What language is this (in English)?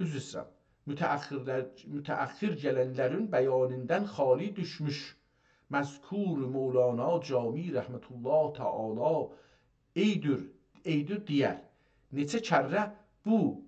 South Azerbaijani